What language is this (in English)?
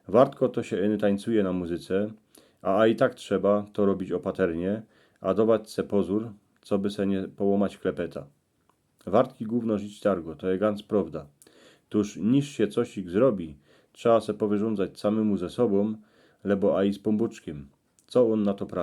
Silesian